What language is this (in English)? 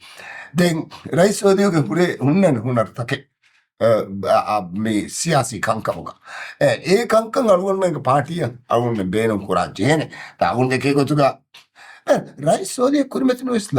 Divehi